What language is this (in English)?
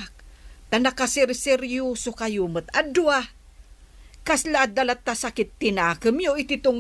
Iloko